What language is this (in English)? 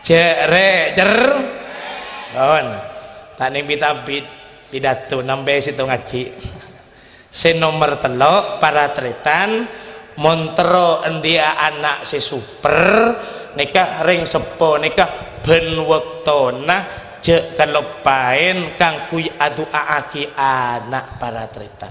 Madurese